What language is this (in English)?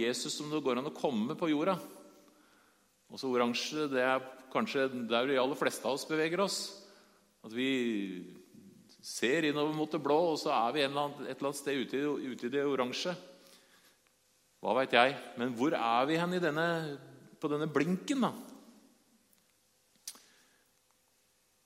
Norwegian